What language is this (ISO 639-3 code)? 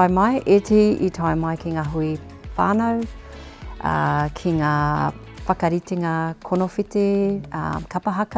mri